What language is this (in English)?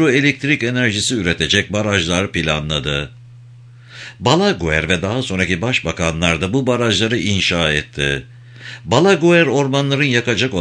Turkish